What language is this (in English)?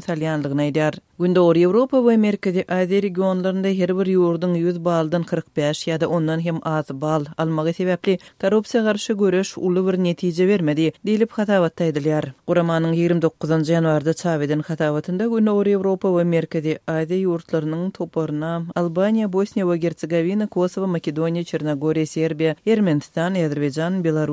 Turkmen